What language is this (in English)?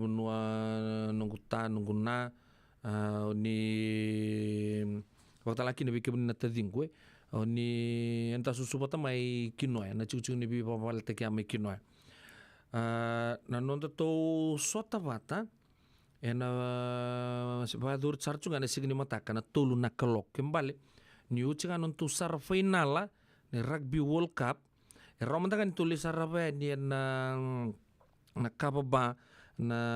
Fijian